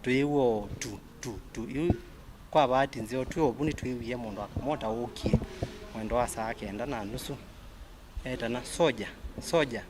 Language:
Kamba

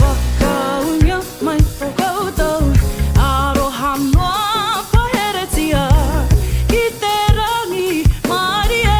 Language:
Māori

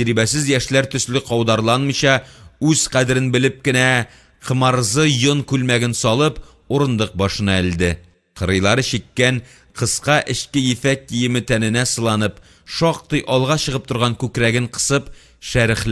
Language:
Tatar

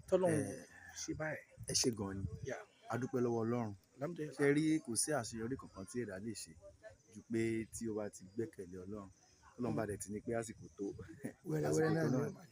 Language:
Yoruba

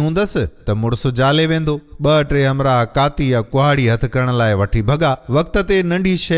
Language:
Sindhi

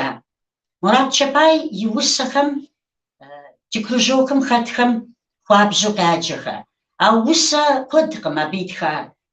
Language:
Kabardian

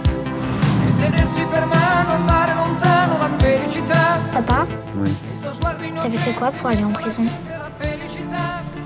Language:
French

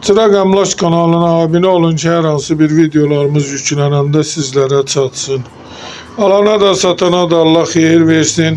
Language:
Azerbaijani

